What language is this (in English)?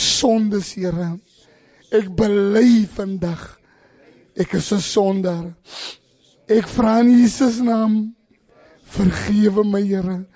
Afrikaans